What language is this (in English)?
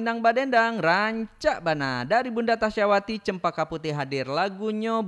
Minangkabau